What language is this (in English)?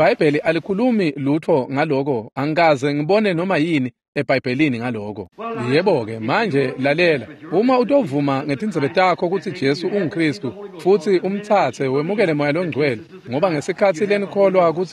Swati